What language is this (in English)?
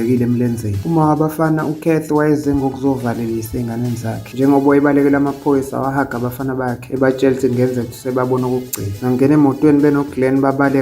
Zulu